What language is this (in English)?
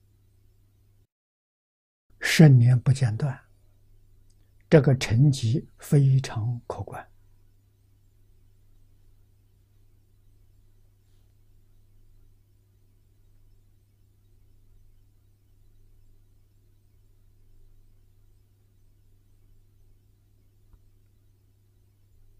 Chinese